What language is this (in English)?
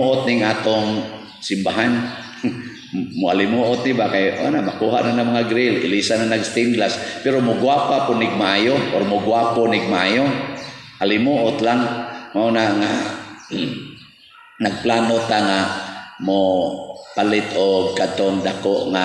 Cebuano